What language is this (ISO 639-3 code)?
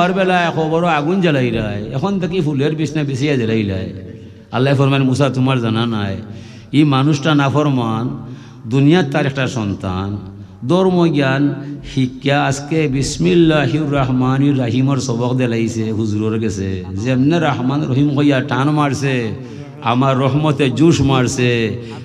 syl